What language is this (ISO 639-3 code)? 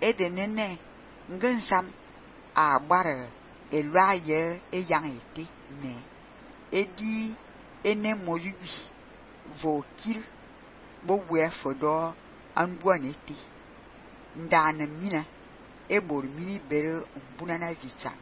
fan